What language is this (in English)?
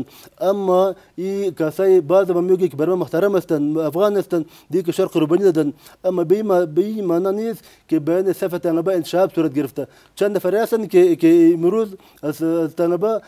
Persian